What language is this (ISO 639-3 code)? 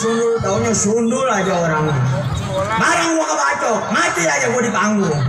bew